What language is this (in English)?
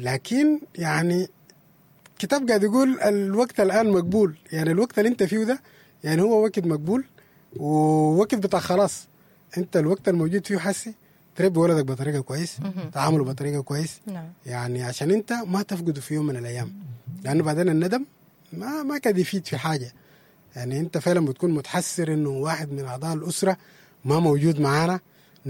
Sudanese Arabic